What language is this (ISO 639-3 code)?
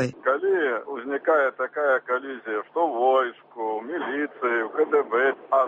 bel